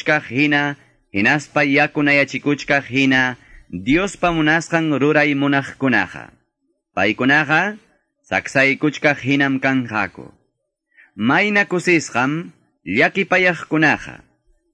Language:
Quechua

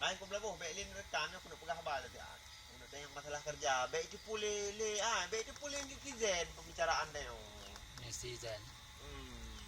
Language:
Achinese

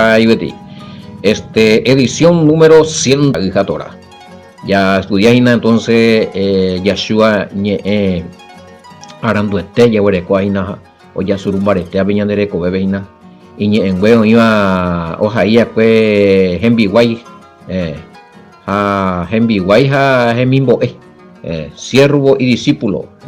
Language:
Guarani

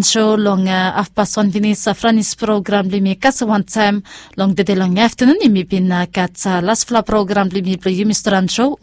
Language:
Bislama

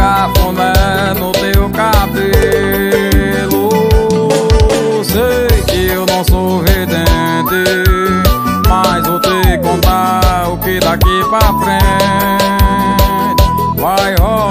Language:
Portuguese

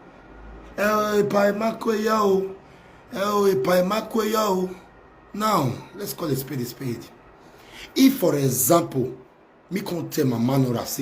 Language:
Nigerian Pidgin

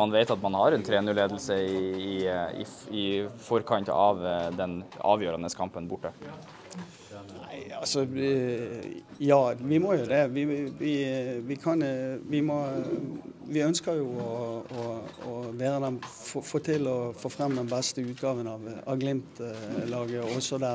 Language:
Norwegian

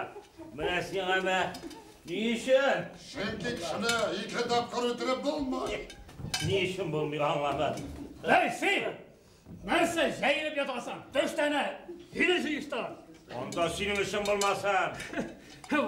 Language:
Tatar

